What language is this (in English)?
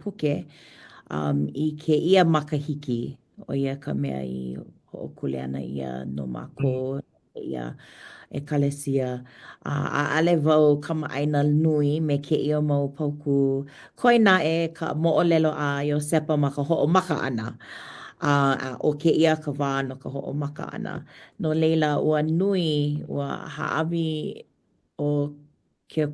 Hawaiian